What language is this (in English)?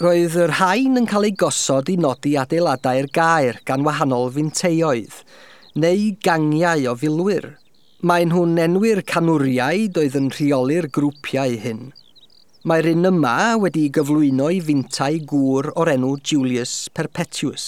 Welsh